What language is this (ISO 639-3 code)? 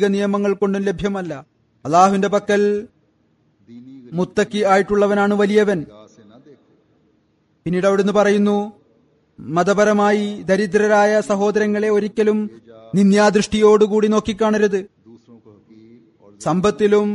mal